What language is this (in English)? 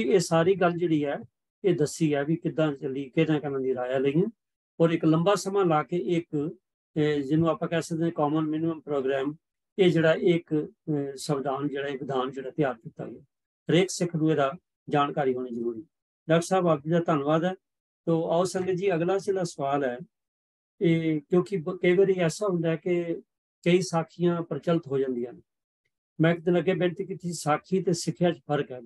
Punjabi